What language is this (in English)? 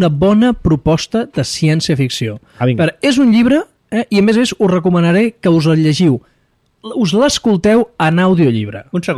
Catalan